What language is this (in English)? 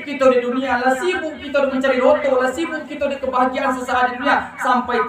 Minangkabau